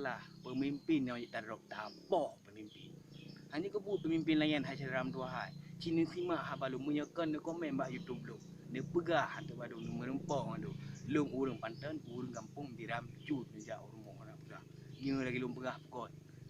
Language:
Achinese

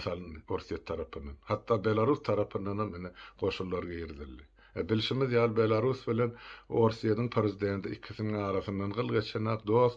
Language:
Turkmen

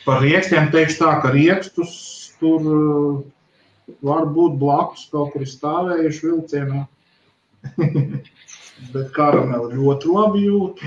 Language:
Latvian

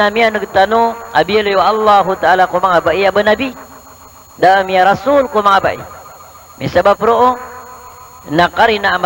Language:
Maranao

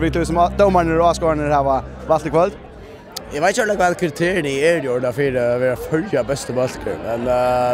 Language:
Faroese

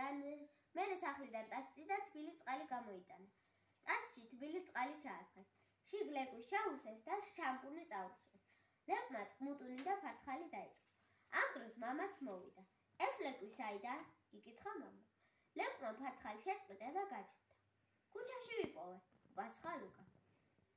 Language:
Georgian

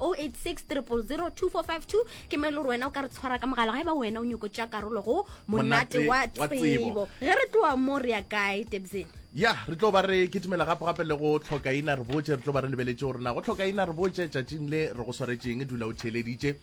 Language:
Northern Sotho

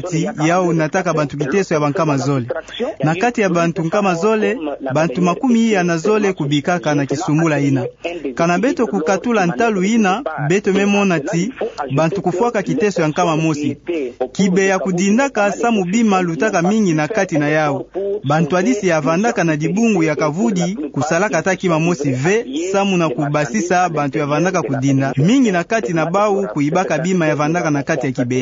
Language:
Kituba (Democratic Republic of Congo)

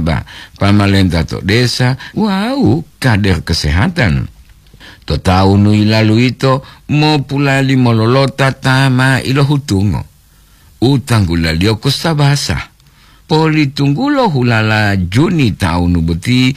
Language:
Gorontalo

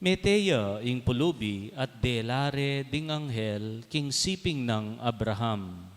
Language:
Pampanga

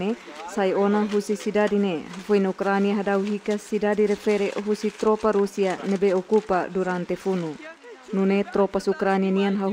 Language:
Tetum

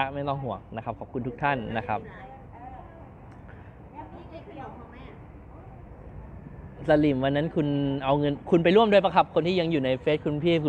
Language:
Thai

